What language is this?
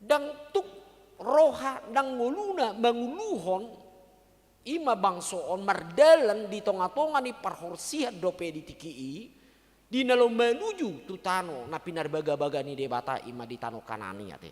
Batak Toba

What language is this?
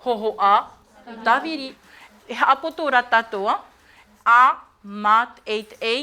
Tahitian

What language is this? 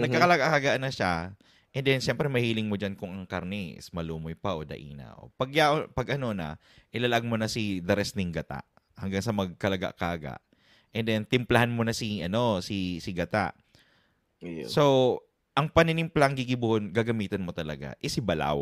Bikol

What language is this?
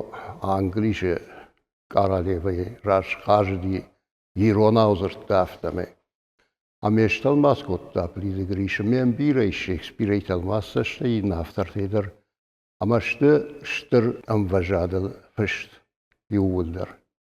Ossetic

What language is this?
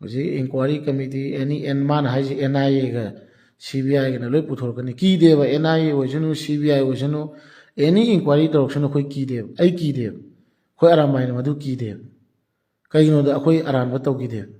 Manipuri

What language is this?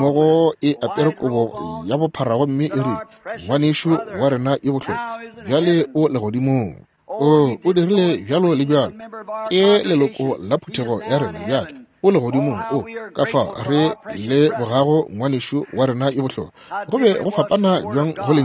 Northern Sotho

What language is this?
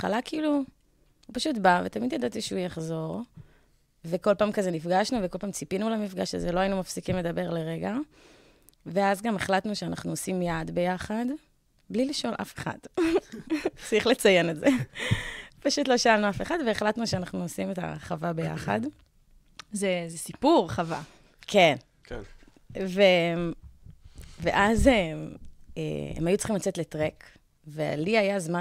Hebrew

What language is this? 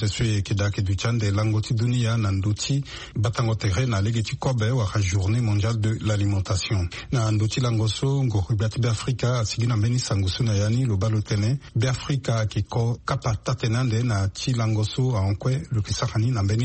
Sango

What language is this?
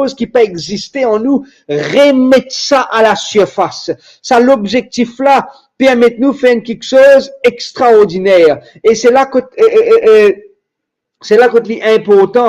Morisyen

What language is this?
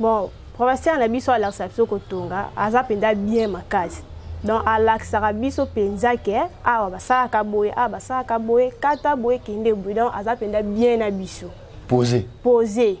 Lingala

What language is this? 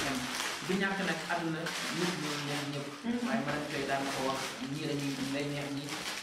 Wolof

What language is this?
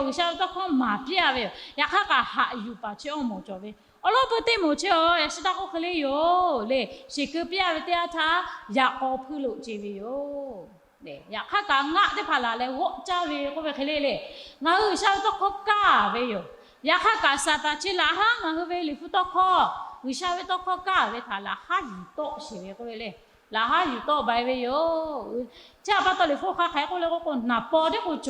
Lahu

